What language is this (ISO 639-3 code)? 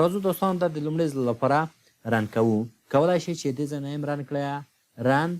pus